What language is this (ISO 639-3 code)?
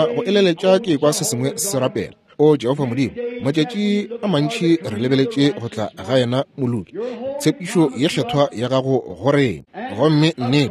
nso